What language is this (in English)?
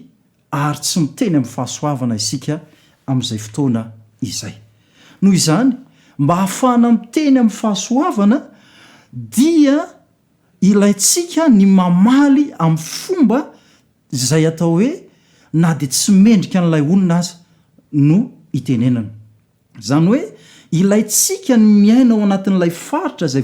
Malagasy